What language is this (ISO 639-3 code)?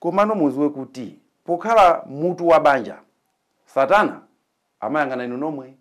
nya